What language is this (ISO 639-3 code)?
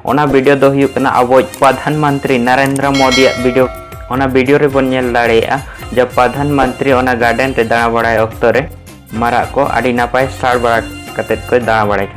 sat